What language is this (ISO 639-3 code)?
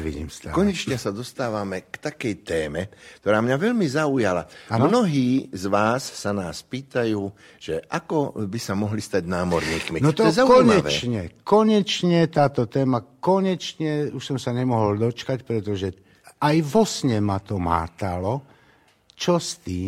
slk